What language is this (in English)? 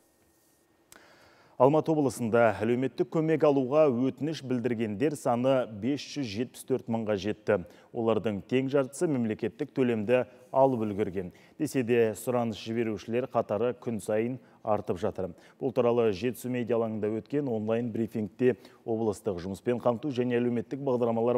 Kazakh